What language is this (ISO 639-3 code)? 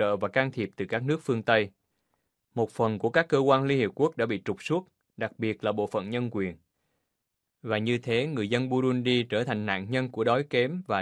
vie